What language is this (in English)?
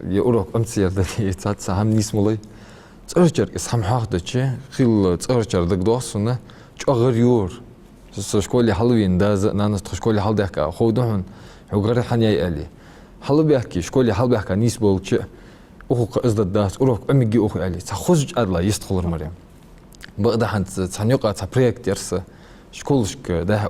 Ingush